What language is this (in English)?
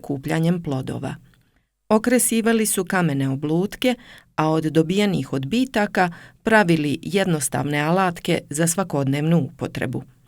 Serbian